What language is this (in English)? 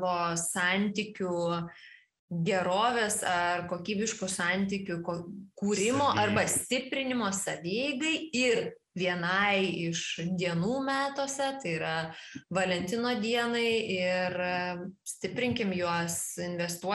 Lithuanian